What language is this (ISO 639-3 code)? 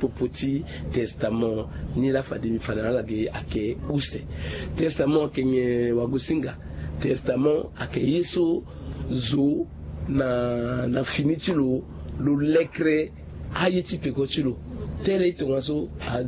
sag